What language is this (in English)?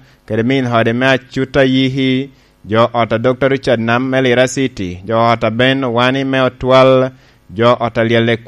Lango (Uganda)